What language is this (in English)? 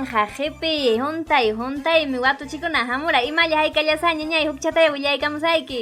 Ayacucho Quechua